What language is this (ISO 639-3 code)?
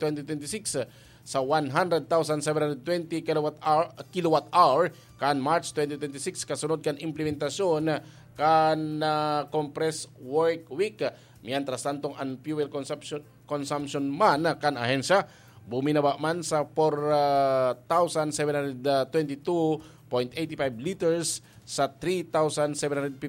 bik